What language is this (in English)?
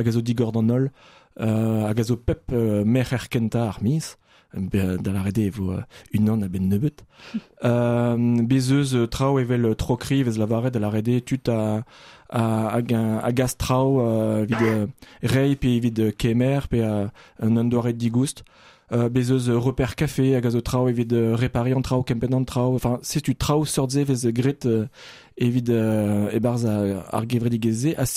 Breton